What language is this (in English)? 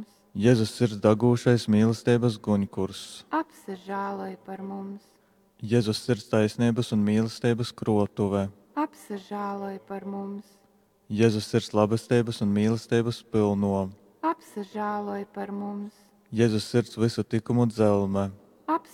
Latgalian